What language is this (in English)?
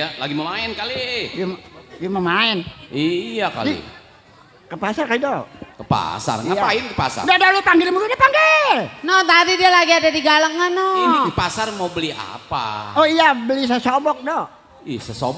Betawi